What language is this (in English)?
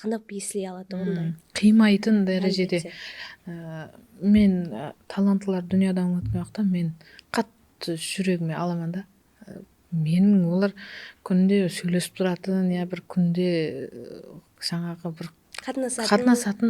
Kara-Kalpak